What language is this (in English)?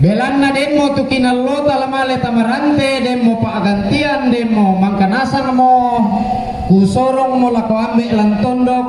Toraja-Sa'dan